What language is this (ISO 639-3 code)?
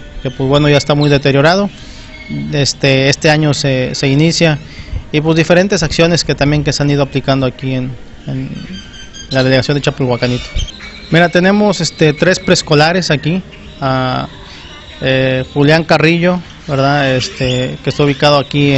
spa